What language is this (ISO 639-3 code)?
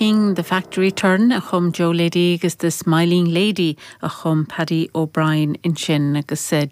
gle